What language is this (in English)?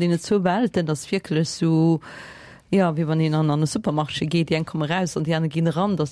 Luxembourgish